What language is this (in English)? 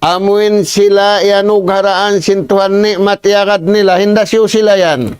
Tausug